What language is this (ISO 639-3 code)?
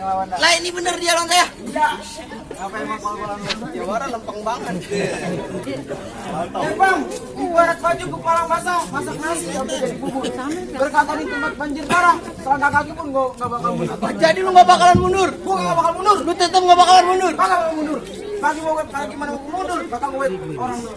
bew